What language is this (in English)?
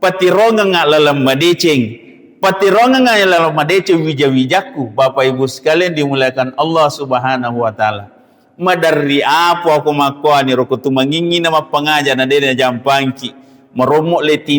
Buginese